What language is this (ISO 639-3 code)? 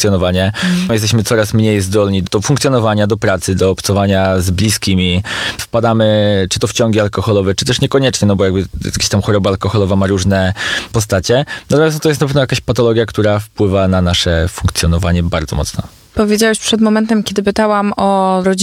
pol